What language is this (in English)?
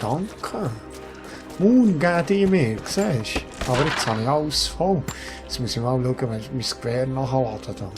Swiss German